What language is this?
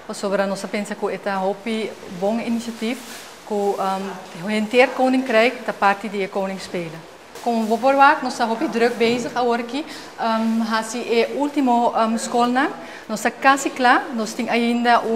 Papiamento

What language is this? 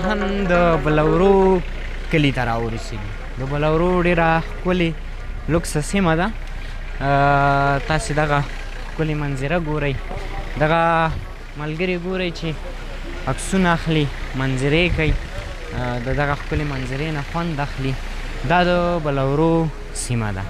Pashto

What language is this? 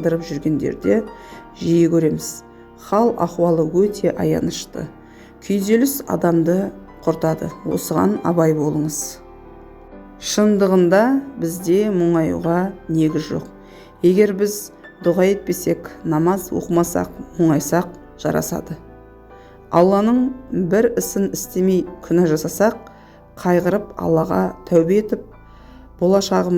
Kazakh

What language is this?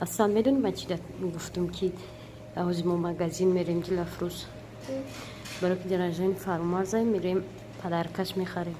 Tajik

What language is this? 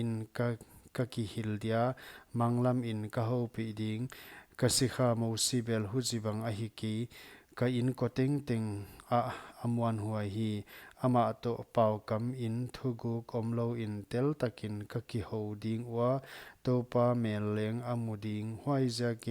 Paite Chin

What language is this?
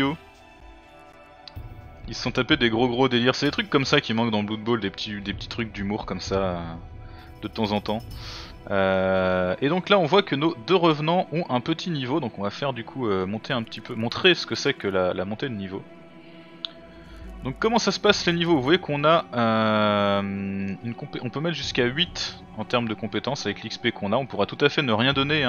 French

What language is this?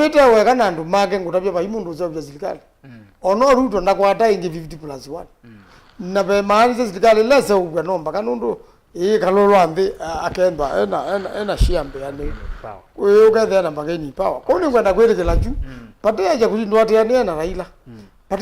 Kamba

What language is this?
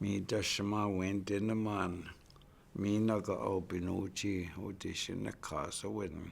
Chippewa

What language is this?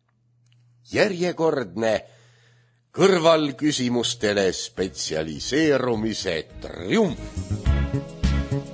Estonian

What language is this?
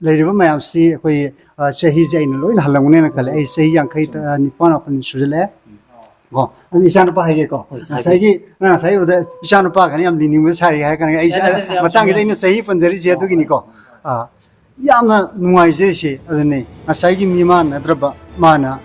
Manipuri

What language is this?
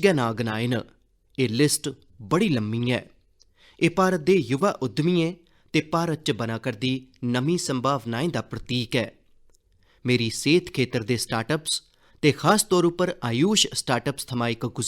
Dogri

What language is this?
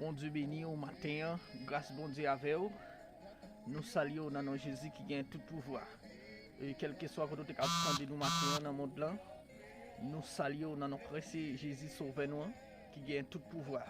Haitian Creole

